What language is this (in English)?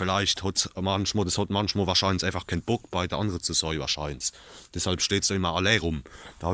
Palatine German